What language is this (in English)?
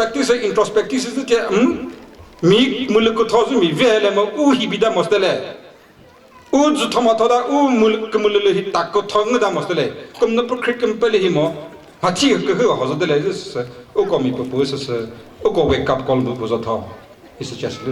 Chokri Naga